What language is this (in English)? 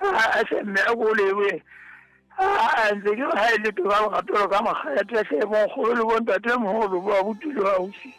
Southern Sotho